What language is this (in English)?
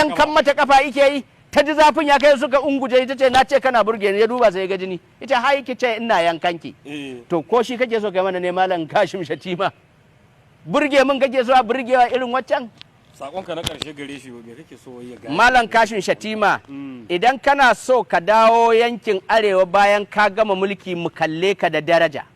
Hausa